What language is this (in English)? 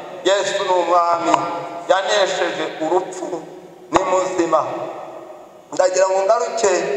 Kinyarwanda